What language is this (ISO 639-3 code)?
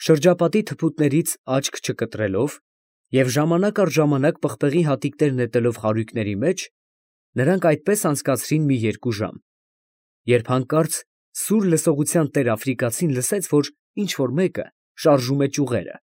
hye